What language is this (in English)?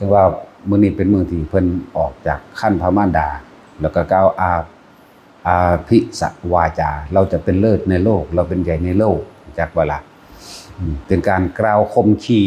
Northeastern Thai